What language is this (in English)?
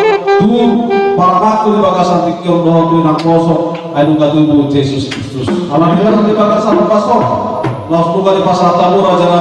Batak Toba